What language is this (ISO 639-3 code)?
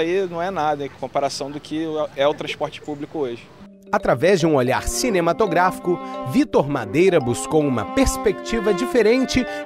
por